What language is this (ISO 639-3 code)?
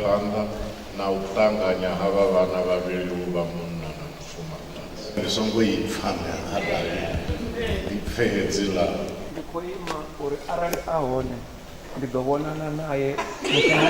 ven